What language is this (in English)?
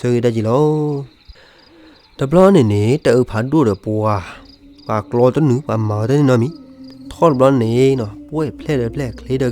S'gaw Karen